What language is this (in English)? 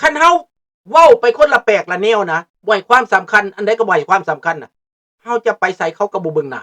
Lao